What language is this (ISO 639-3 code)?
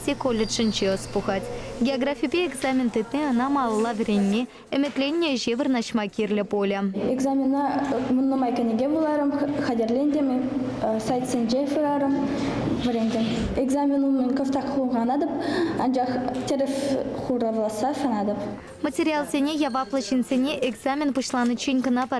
chv